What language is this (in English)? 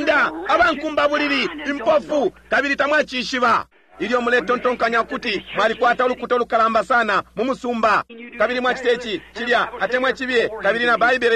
Bemba